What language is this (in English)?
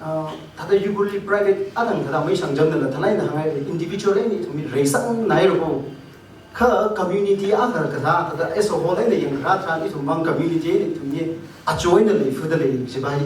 Tangkhul Naga (India)